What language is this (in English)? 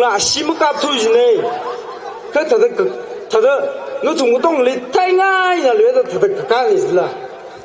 Tangkhul Naga (India)